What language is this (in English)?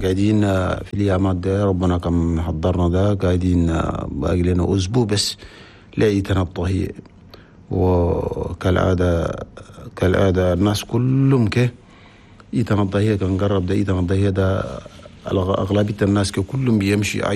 Chadian Arabic